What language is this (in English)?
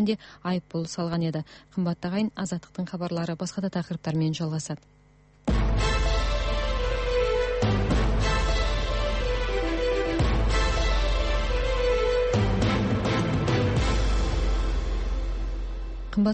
Kazakh